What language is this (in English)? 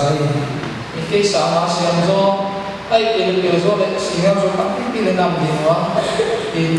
Paite Chin